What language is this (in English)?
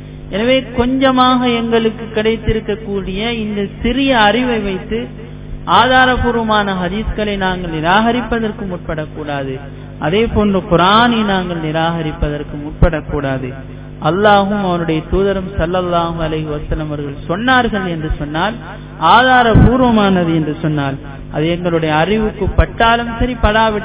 Tamil